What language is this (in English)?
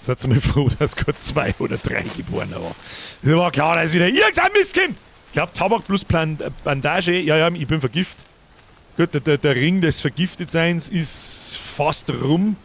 Bavarian